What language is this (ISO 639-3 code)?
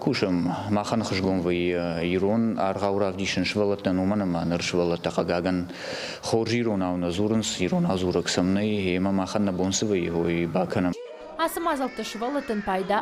oss